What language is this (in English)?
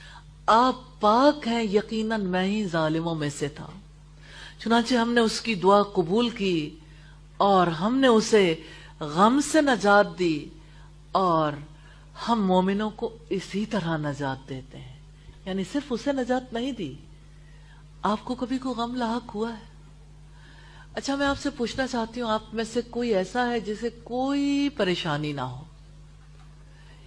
Urdu